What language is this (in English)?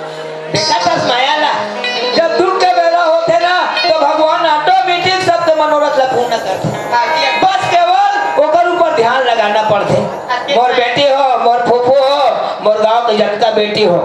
Chhattisgarhi